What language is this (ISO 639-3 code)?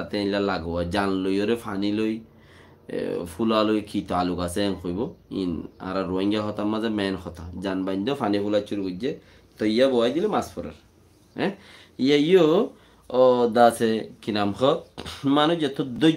rhg